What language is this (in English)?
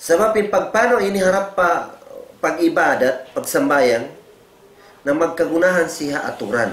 Tausug